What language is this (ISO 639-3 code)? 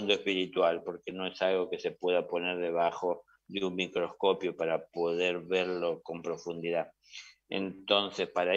spa